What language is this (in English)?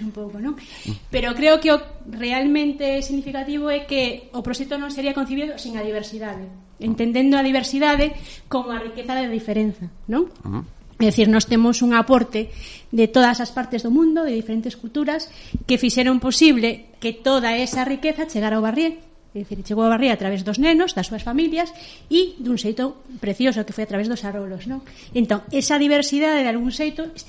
Galician